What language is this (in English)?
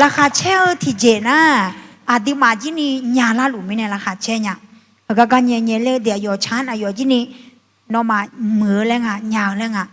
Akha